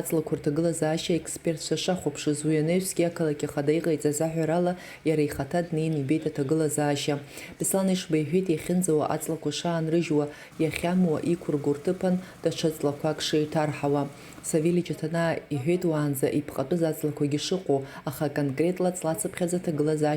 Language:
Abkhazian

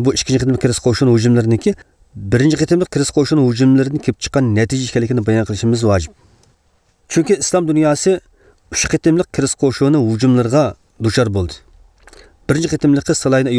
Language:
Uyghur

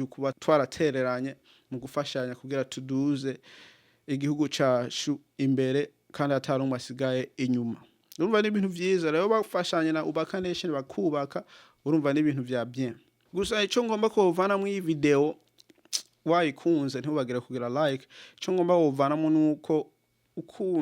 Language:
Rundi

